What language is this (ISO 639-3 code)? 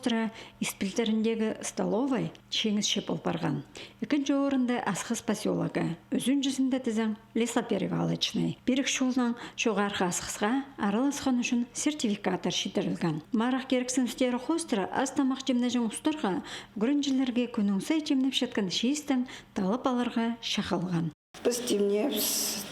kjh